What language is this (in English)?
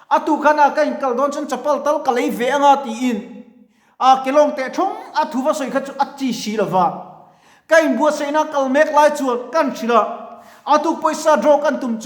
Mizo